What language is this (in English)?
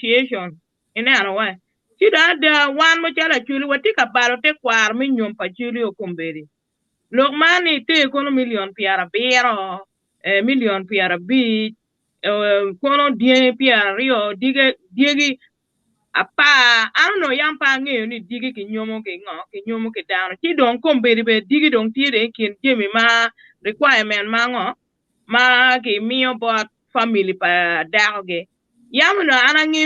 Acoli